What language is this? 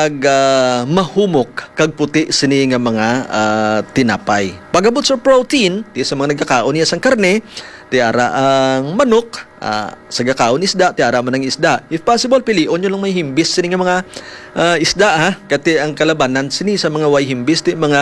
Hiligaynon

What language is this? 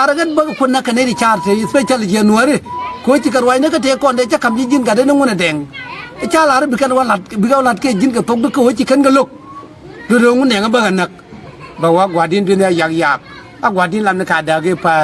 Nuer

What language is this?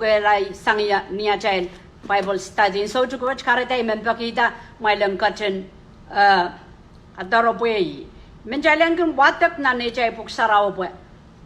Pohnpeian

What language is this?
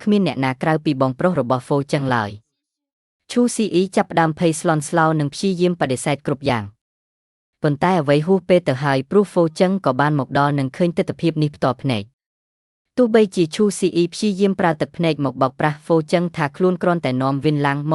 Khmer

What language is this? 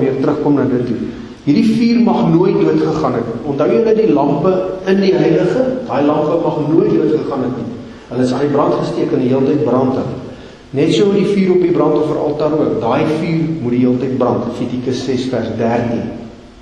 Afrikaans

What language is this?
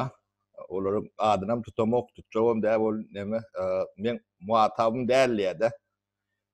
Turkmen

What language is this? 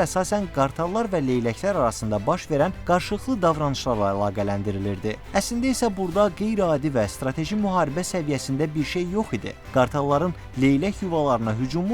Azerbaijani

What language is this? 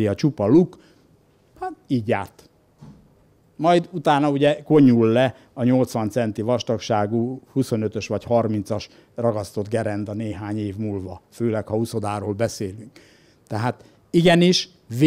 Hungarian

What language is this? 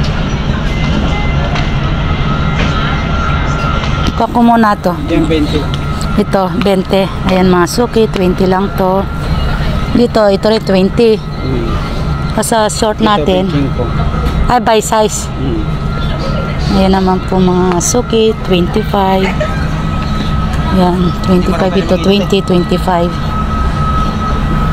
Filipino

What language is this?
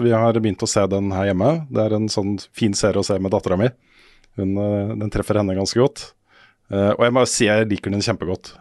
Norwegian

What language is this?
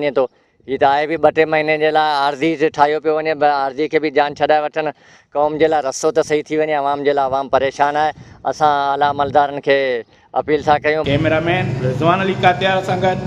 Sindhi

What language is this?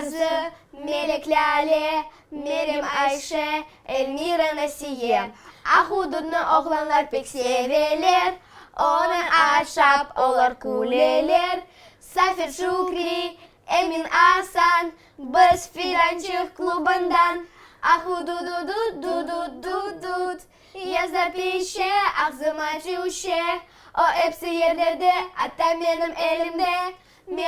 Crimean Tatar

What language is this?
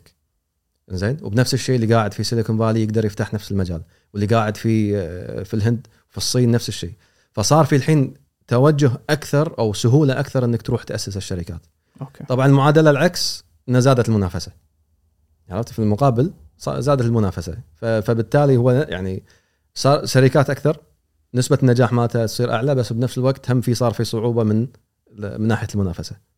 Gulf Arabic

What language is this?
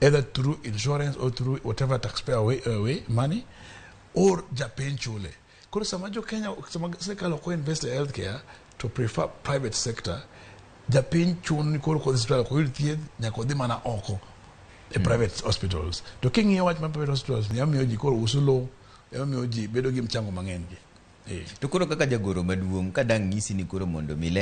Luo (Kenya and Tanzania)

